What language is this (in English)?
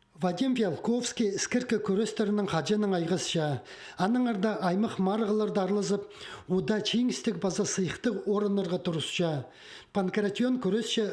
Khakas